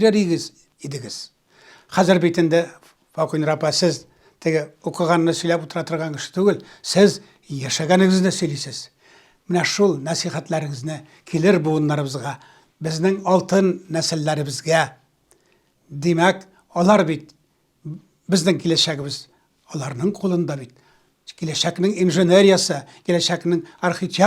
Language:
Tatar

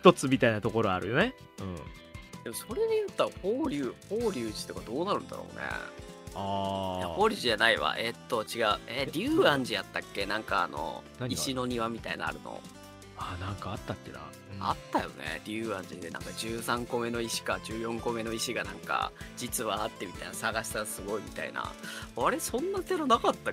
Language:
Japanese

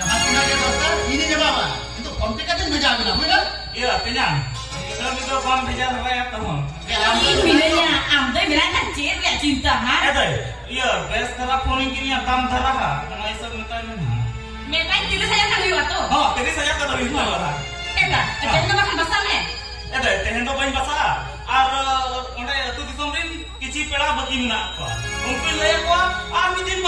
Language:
Santali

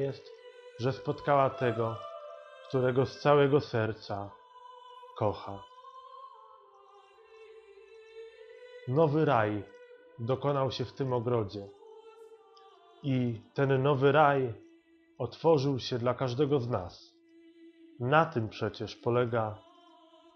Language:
Polish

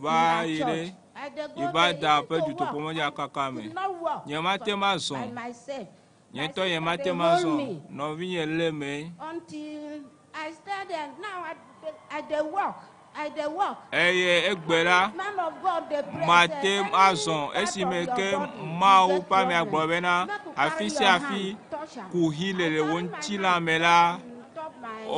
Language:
Ewe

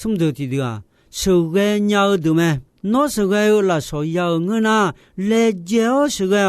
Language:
Akha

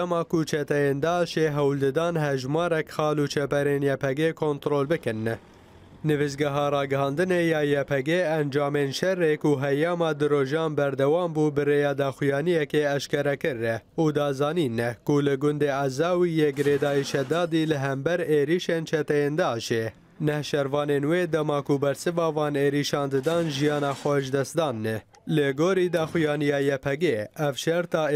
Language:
Kurdish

